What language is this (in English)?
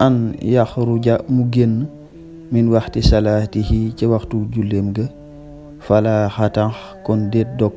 Wolof